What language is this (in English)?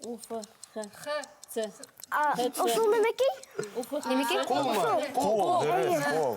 Bashkir